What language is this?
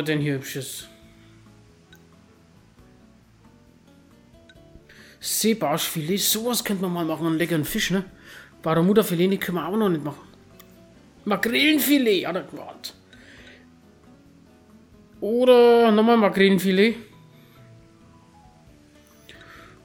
German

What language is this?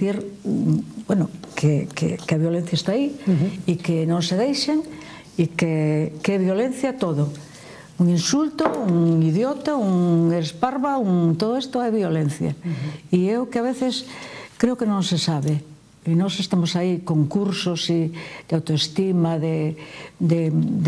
Galician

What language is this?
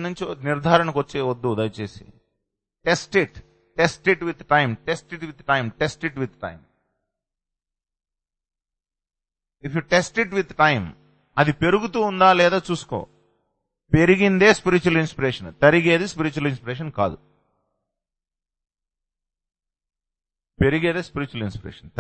Telugu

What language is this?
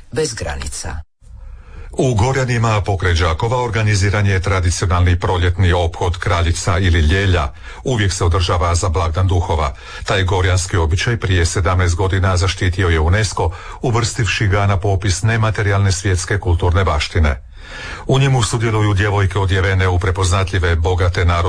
Croatian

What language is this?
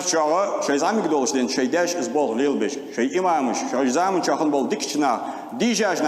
Ingush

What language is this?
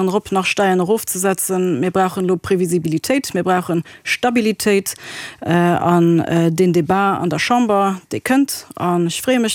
Luxembourgish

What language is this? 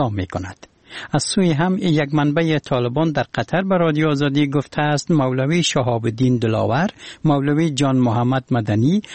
Persian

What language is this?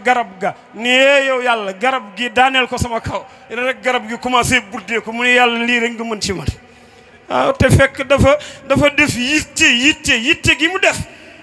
Wolof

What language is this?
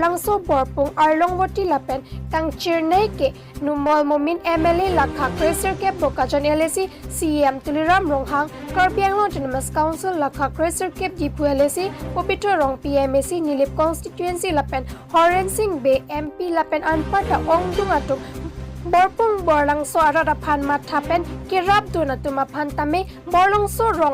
Karbi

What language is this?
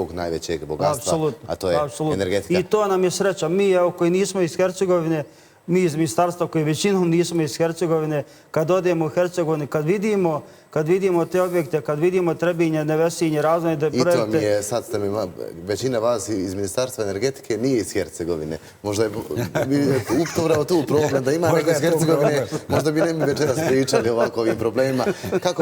Bosnian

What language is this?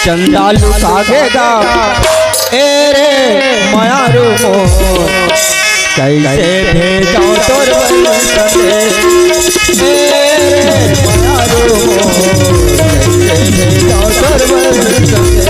Chhattisgarhi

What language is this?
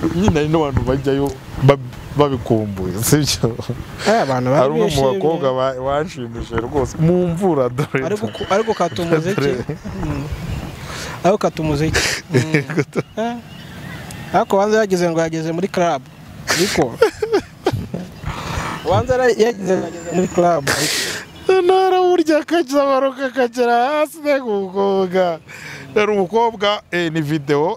Kinyarwanda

